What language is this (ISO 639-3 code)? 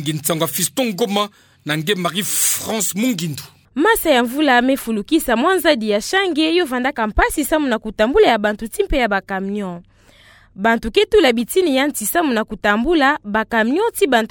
ktu